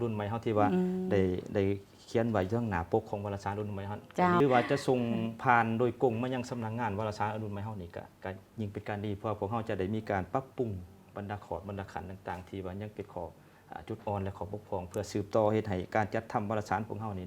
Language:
Lao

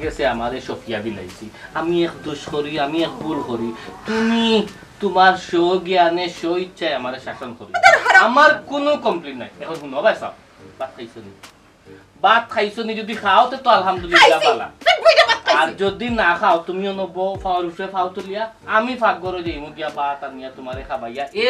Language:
Sylheti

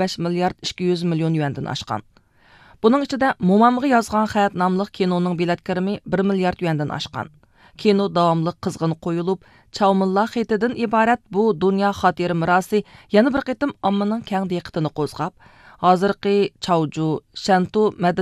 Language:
Uyghur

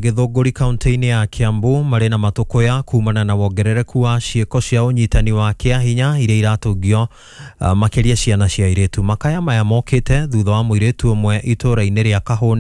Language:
Kikuyu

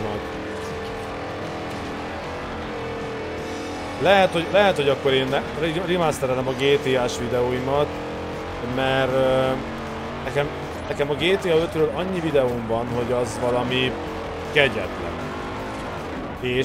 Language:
Hungarian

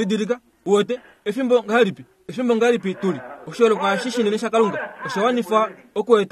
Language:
Kuanyama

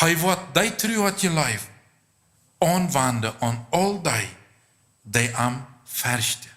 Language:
Plautdietsch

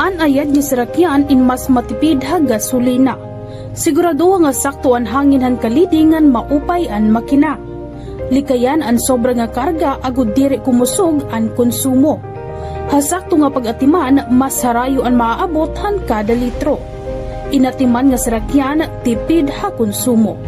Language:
Waray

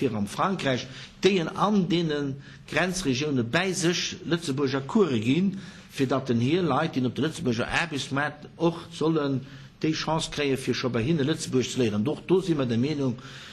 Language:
Luxembourgish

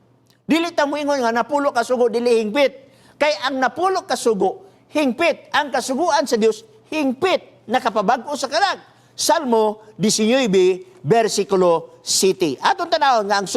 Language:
Cebuano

